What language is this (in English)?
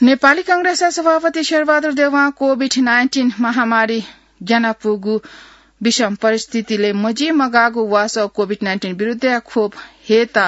Newari